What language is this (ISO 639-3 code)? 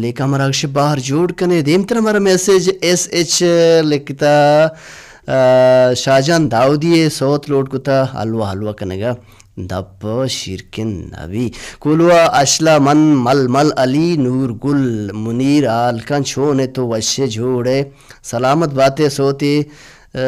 bal